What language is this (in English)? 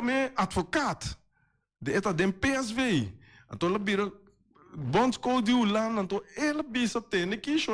Papiamento